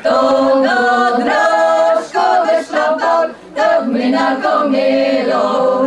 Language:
Rusyn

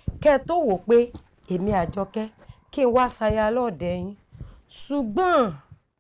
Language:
Yoruba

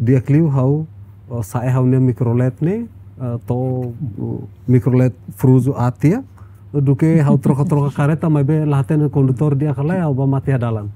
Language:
Tetum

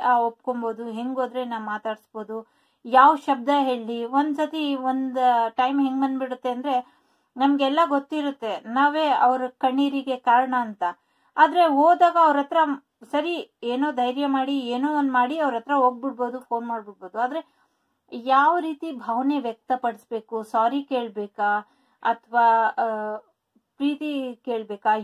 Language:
Kannada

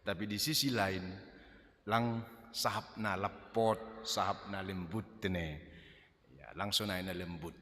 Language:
Batak Simalungun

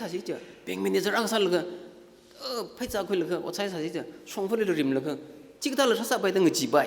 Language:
Tangkhul Naga (India)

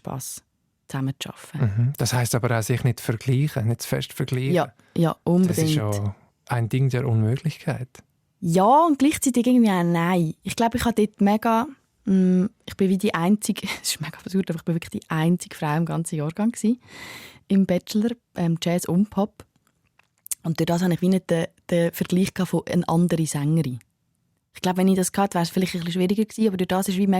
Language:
Swiss German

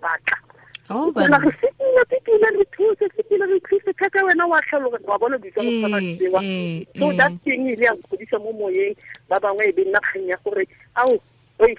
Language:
Tswana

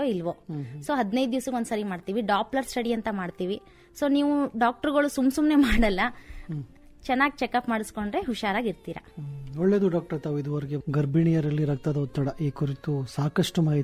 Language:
Kannada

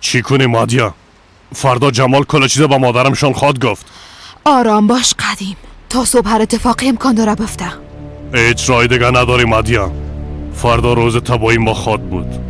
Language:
Persian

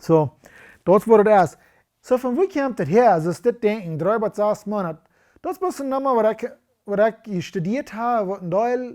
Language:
Plautdietsch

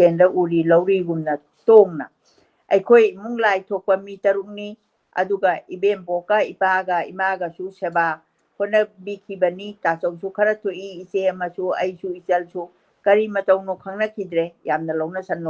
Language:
Manipuri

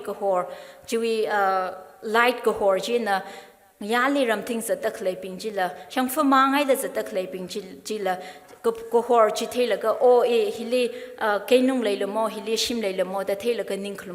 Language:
Tangkhul Naga (India)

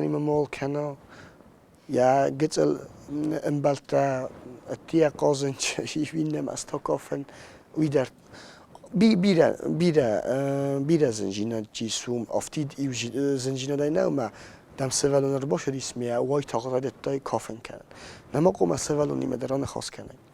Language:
Ossetic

